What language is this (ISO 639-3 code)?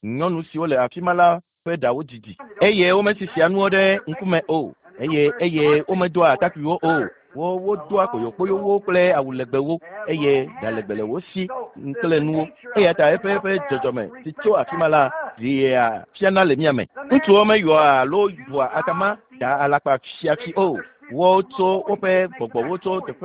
ewe